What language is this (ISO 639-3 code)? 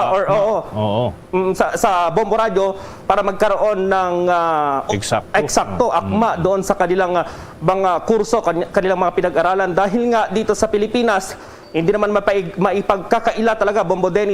hil